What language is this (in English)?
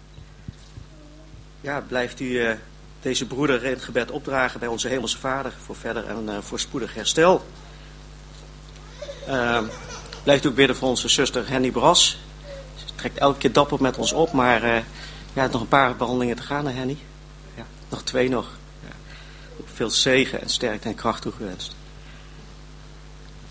Dutch